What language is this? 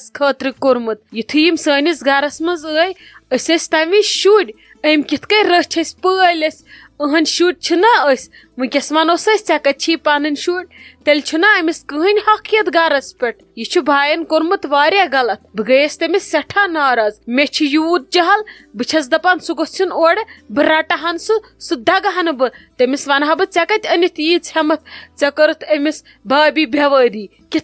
Kashmiri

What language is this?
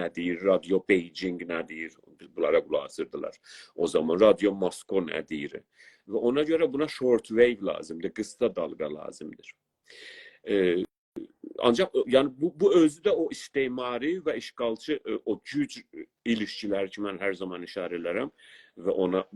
South Azerbaijani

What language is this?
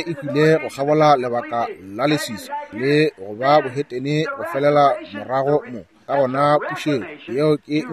Northern Sotho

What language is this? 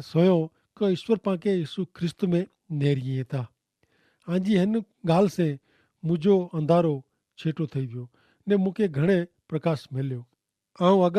Kachhi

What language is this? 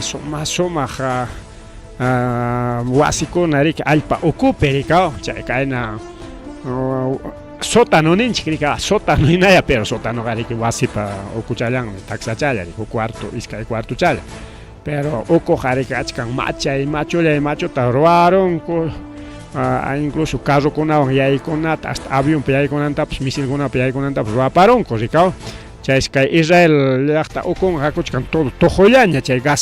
Ayacucho Quechua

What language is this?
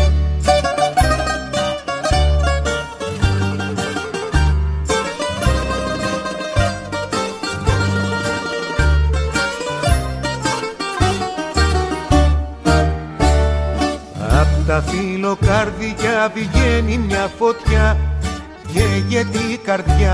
Greek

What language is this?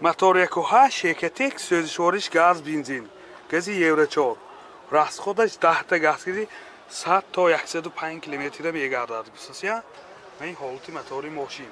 Tajik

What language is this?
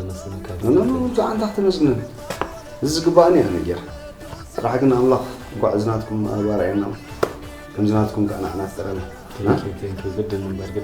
Tigrinya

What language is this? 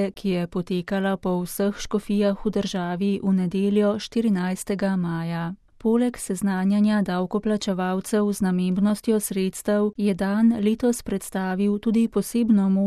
Slovenian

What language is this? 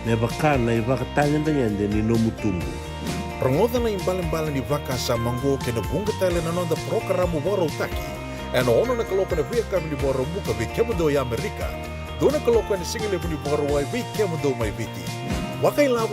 Fijian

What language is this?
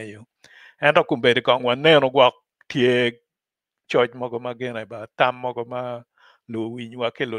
Acoli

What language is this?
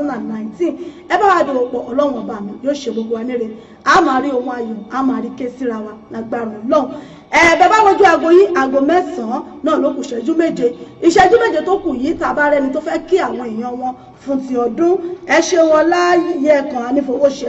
Yoruba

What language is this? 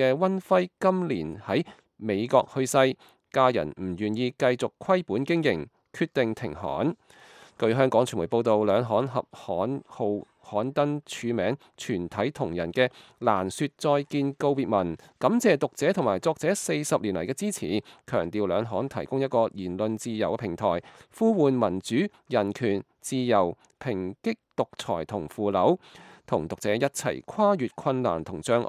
Cantonese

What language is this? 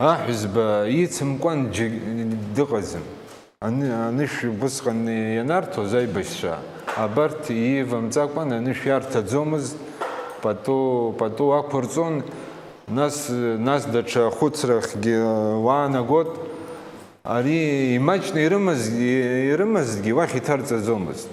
Abkhazian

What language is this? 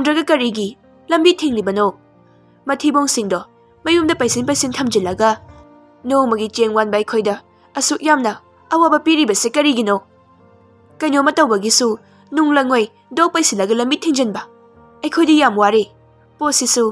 Manipuri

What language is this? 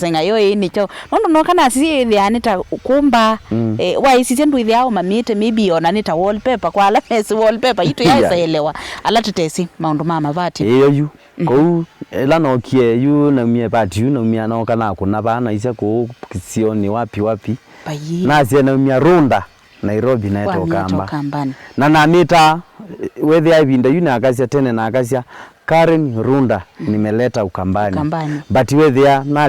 Kamba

